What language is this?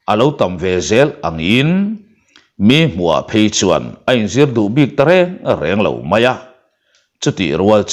Mizo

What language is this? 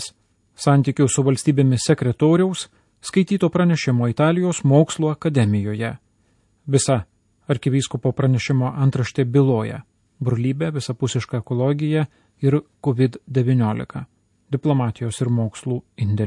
Lithuanian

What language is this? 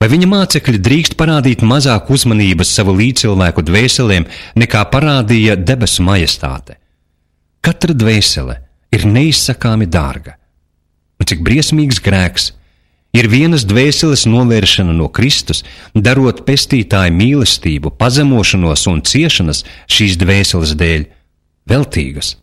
Latvian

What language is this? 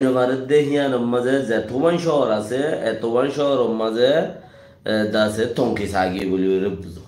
Rohingya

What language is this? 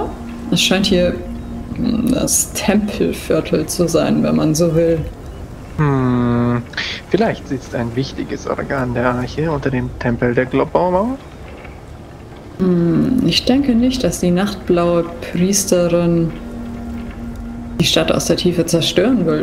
German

